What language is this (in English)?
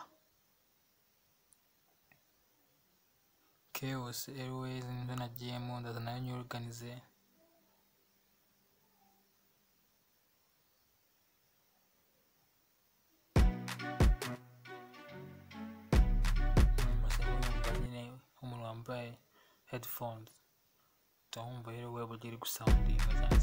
Kinyarwanda